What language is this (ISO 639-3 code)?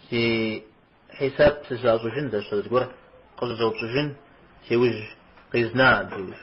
kbd